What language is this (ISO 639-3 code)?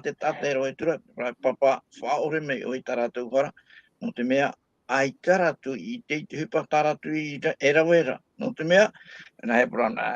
tah